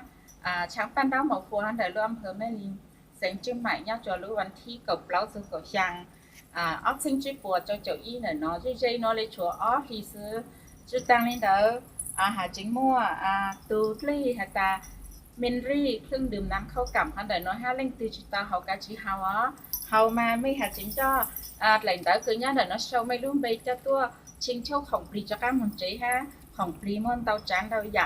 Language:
Hmong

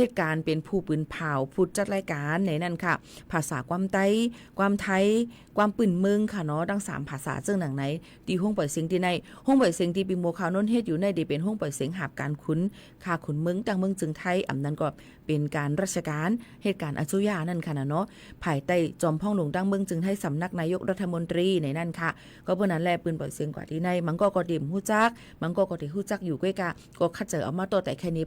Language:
Shan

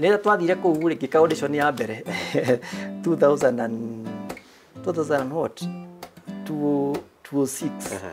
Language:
Kikuyu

